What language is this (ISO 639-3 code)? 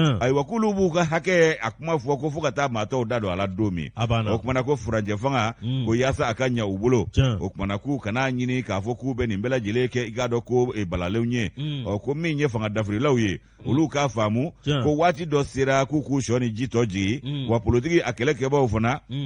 bam